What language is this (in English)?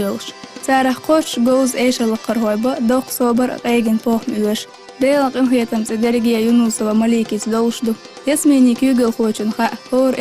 Chechen